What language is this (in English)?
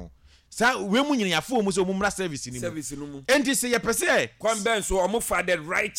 Akan